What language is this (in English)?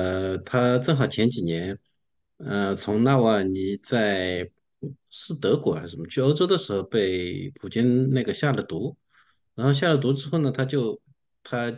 Chinese